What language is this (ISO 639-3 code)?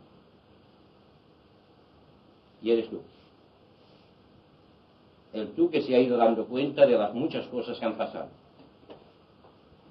spa